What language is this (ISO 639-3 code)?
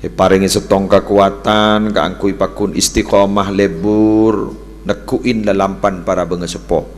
mad